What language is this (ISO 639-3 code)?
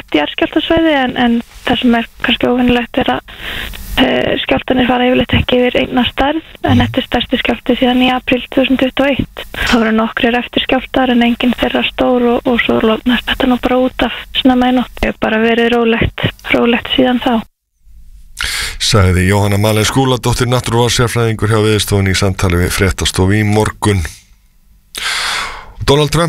isl